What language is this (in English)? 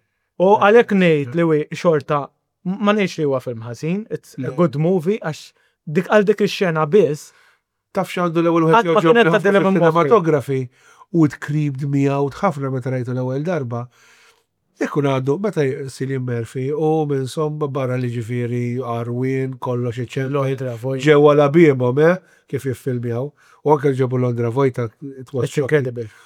Maltese